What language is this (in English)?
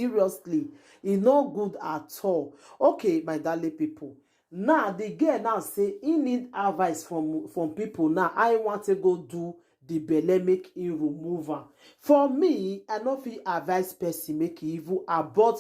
Nigerian Pidgin